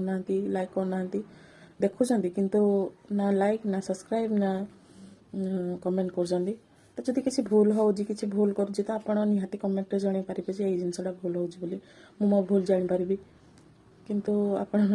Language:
Odia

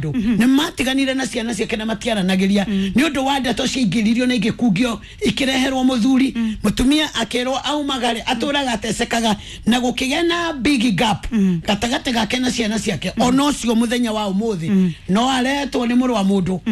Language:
Kikuyu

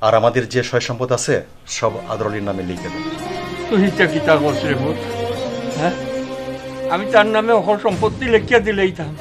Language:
Sylheti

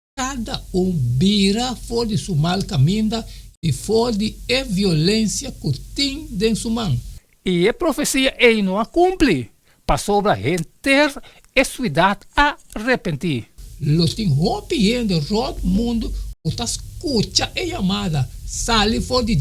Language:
Papiamento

